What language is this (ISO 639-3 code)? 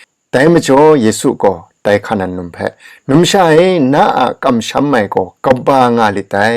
kac